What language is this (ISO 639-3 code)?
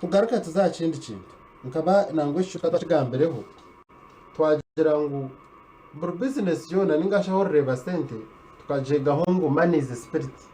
nyn